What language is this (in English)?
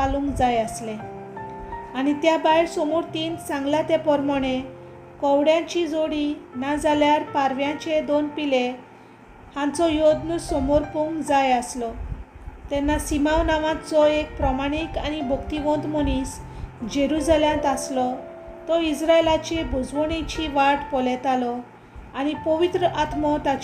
Konkani